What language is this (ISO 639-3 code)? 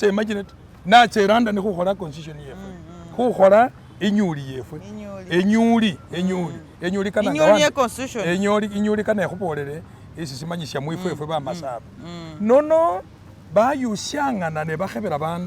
myx